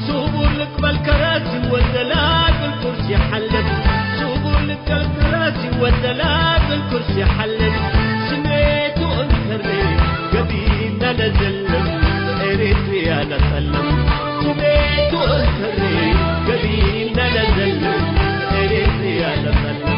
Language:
Tigre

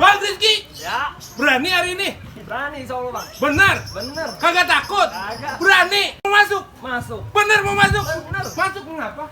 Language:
Betawi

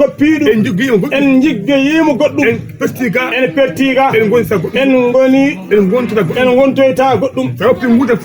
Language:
Fula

